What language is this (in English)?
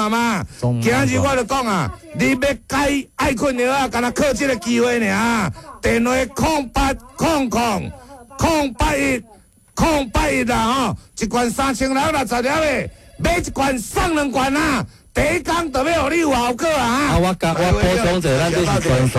Min Nan Chinese